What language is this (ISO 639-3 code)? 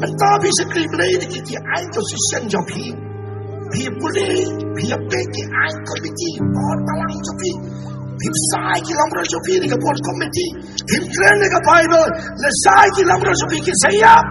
kha